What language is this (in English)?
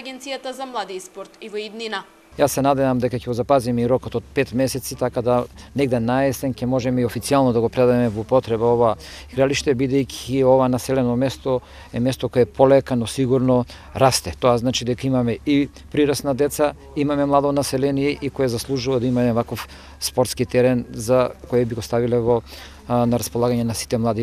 Macedonian